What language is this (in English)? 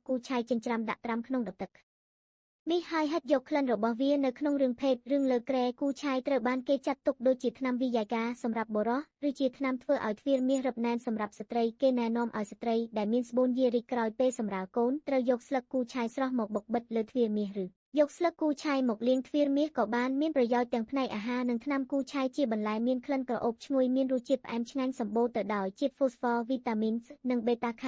Khmer